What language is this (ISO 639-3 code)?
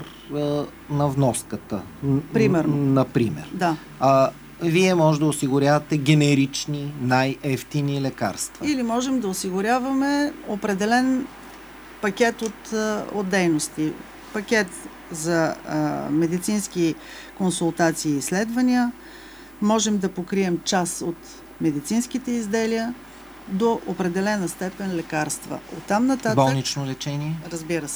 bul